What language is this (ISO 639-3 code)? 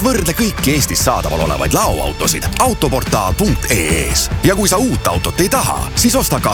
est